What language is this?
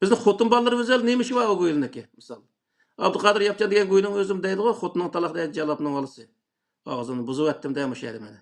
Uyghur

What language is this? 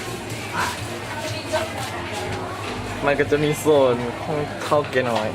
Lao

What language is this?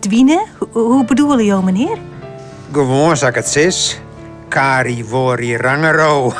Western Frisian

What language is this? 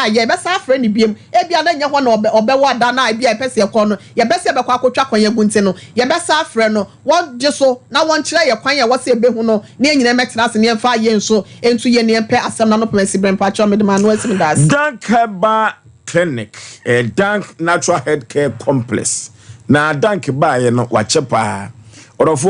Akan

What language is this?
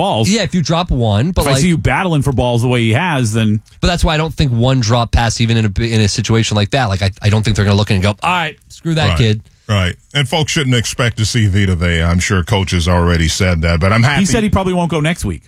English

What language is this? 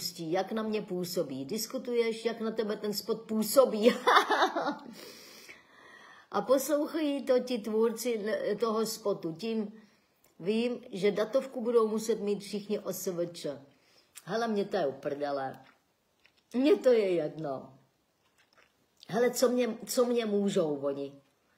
Czech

